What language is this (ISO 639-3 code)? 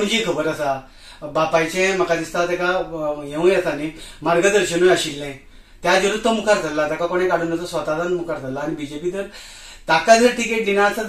kok